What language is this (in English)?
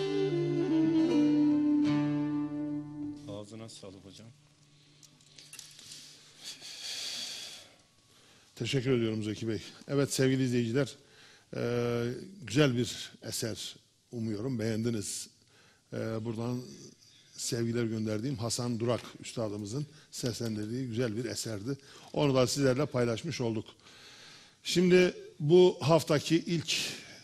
Turkish